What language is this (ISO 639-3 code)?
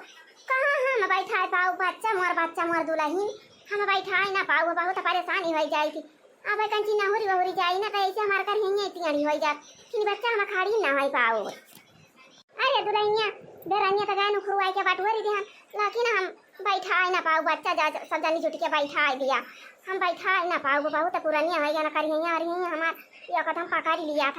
awa